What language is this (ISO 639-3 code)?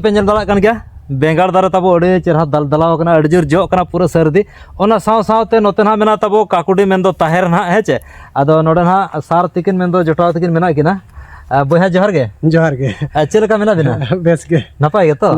sat